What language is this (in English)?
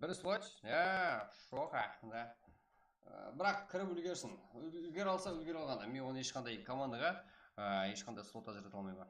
Kara-Kalpak